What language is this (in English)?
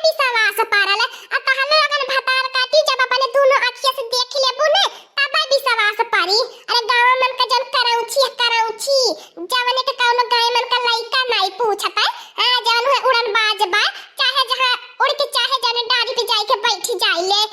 Awadhi